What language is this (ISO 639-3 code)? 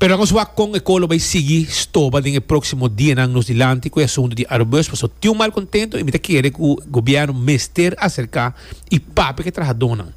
pap